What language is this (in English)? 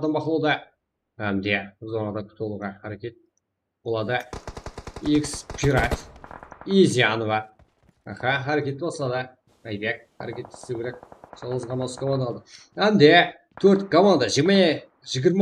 Kara-Kalpak